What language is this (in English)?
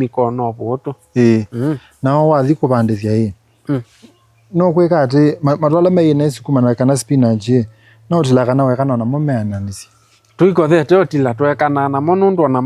Kamba